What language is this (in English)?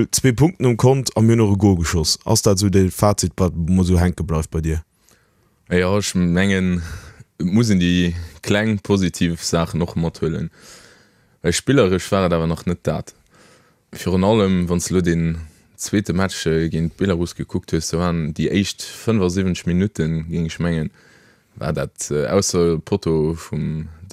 Luxembourgish